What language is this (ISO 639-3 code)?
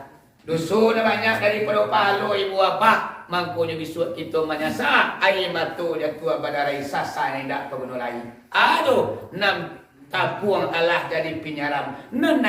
min